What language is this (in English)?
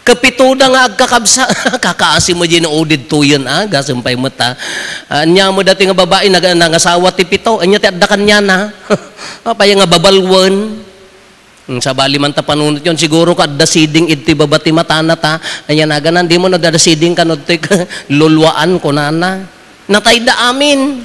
Iloko